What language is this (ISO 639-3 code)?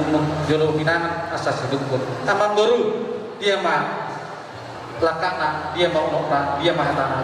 bbc